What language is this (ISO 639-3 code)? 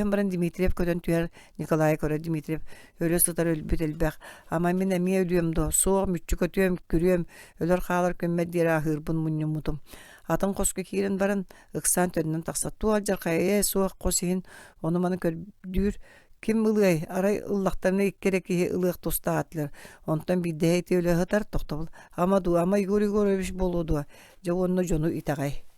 sah